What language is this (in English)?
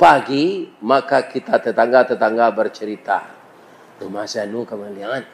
Minangkabau